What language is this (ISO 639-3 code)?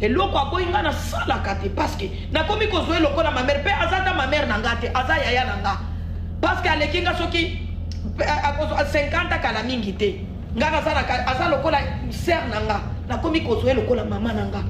lin